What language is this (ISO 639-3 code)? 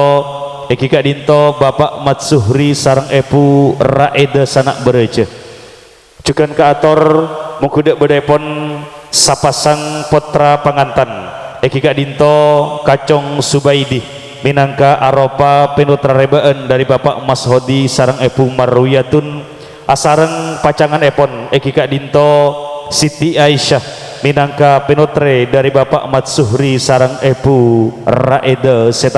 mad